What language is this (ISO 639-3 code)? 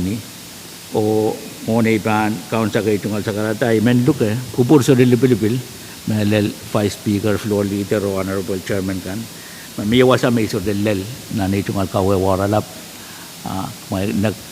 pon